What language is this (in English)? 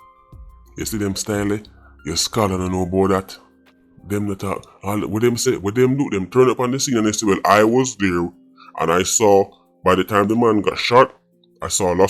Jamaican Creole English